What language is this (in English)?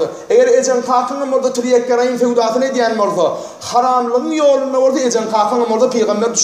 Turkmen